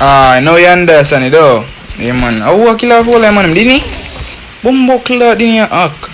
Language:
Jamaican Creole English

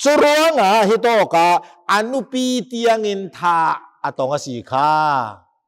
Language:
Hakha Chin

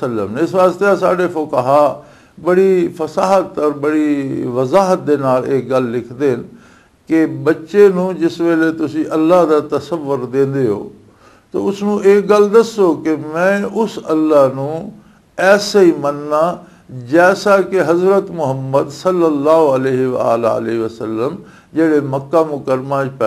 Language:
Western Panjabi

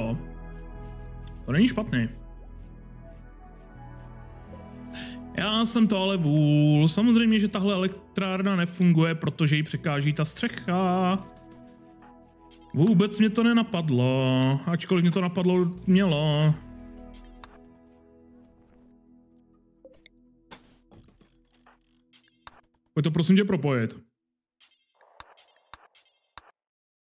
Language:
Czech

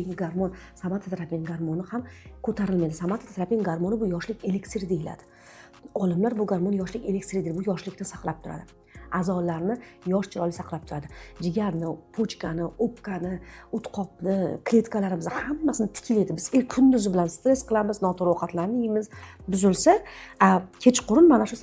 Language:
Uzbek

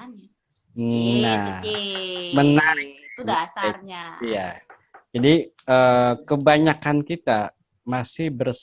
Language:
Betawi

